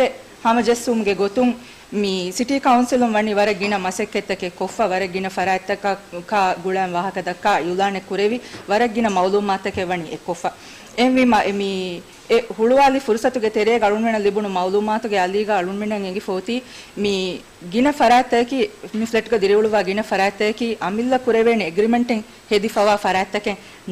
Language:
Divehi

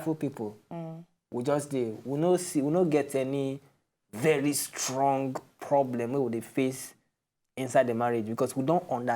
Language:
Nigerian Pidgin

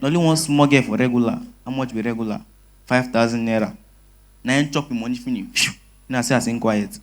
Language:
Nigerian Pidgin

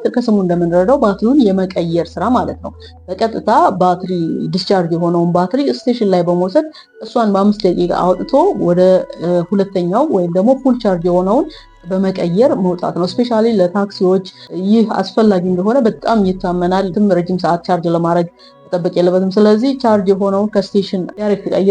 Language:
Amharic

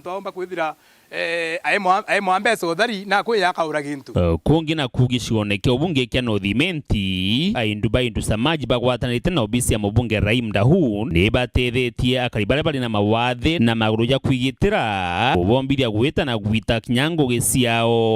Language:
Meru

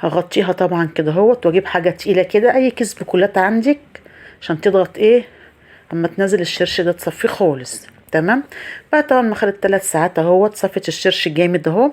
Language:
Egyptian Arabic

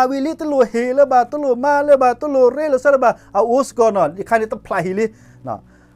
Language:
S'gaw Karen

